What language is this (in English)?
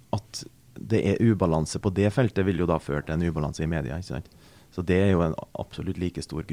Norwegian